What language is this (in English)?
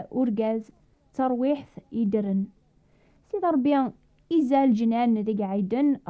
Kabyle